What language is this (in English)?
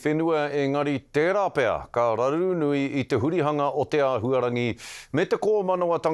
Māori